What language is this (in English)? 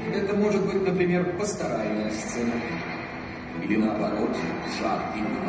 Russian